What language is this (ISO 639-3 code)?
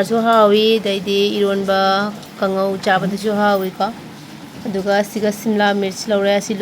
mni